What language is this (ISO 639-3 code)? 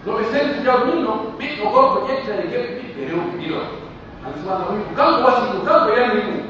fuf